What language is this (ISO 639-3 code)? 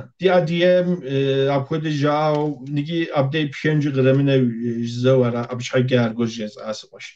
kbd